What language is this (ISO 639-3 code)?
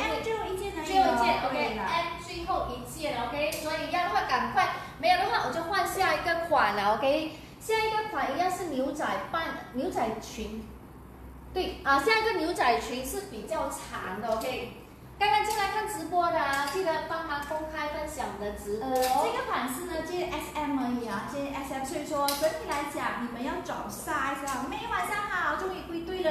zho